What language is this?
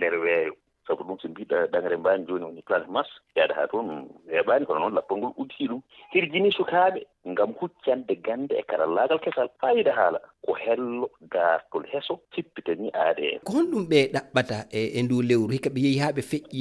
Fula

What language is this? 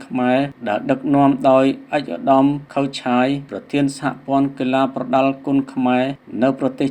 Khmer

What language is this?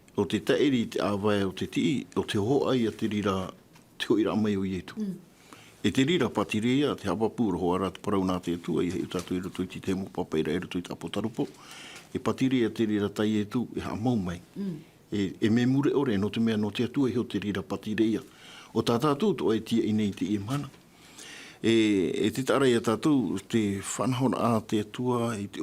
Tahitian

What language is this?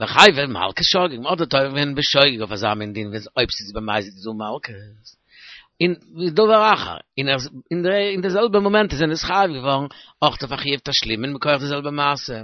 Yiddish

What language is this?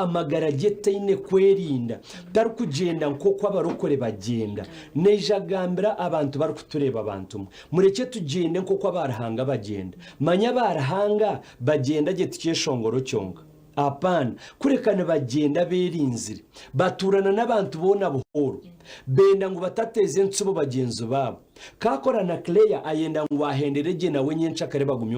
Nyankole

